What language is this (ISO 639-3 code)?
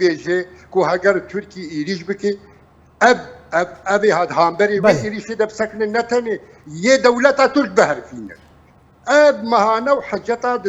kur